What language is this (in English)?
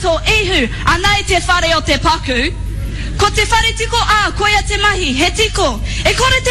Māori